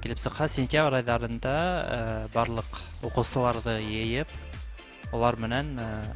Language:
Bashkir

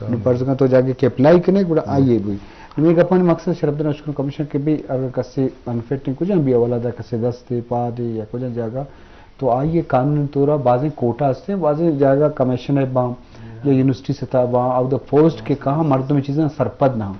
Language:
Eastern Balochi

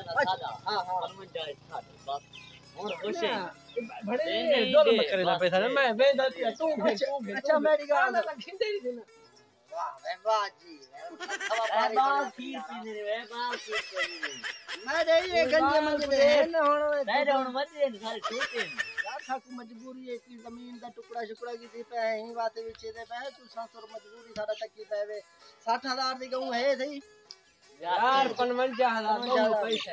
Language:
Saraiki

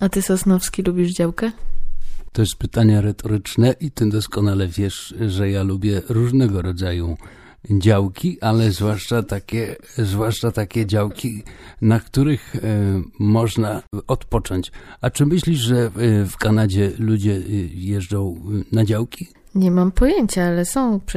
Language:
Polish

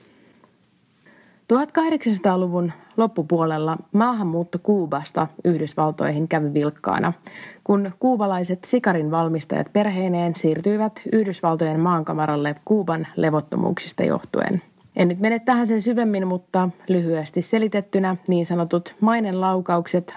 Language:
Finnish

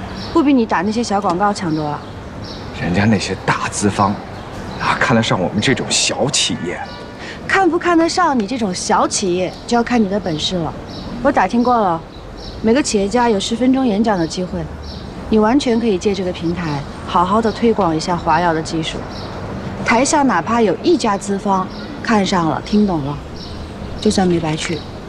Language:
Chinese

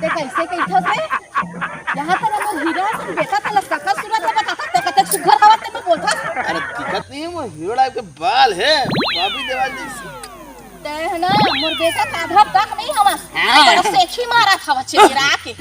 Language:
Chhattisgarhi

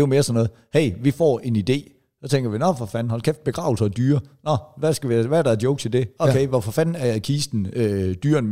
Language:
Danish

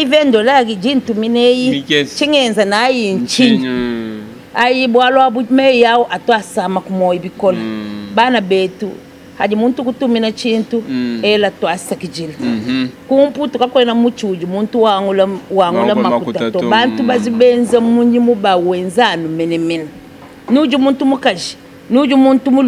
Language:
Luba-Lulua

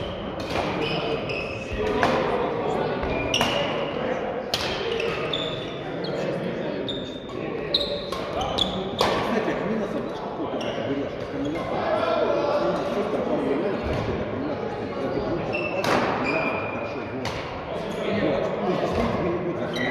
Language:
Russian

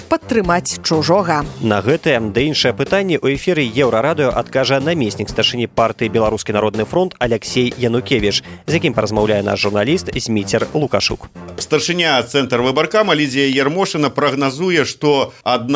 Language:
Belarusian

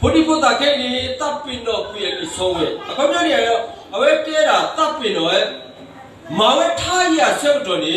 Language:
S'gaw Karen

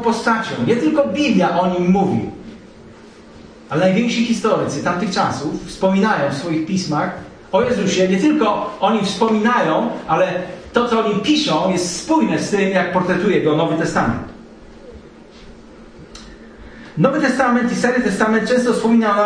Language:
Polish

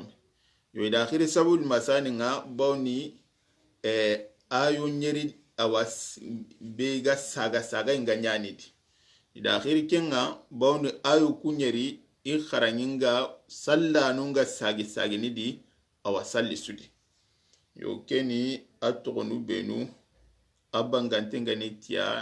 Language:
Soninke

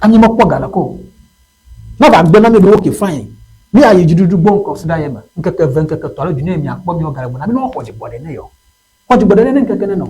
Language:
Ewe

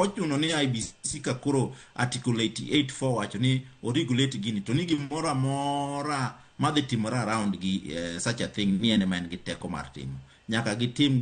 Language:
Luo (Kenya and Tanzania)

